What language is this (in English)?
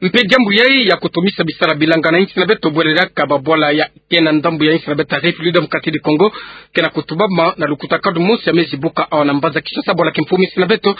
Kituba (Democratic Republic of Congo)